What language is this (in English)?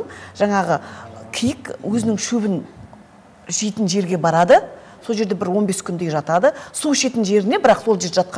Kazakh